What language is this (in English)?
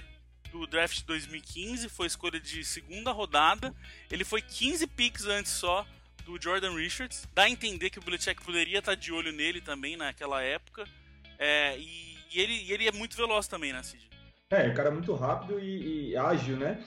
Portuguese